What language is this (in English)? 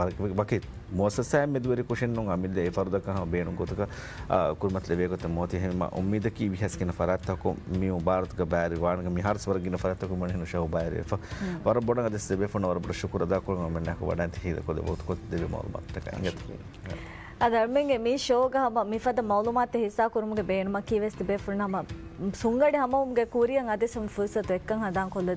Divehi